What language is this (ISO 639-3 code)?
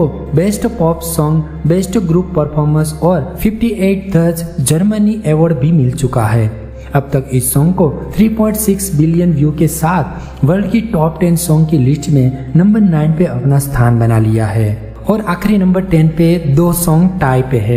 hin